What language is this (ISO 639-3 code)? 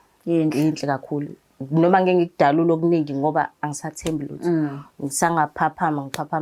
zul